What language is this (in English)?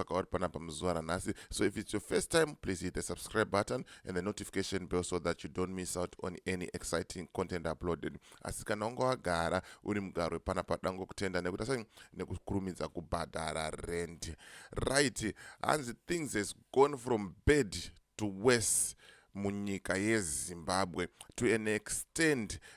Shona